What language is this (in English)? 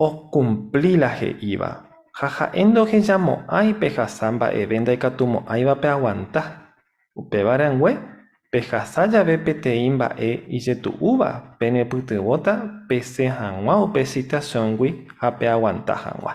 Guarani